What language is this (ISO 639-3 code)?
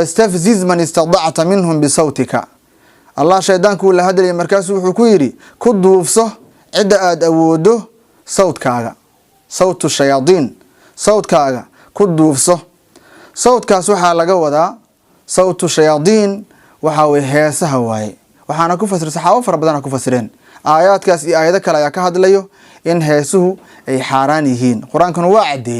som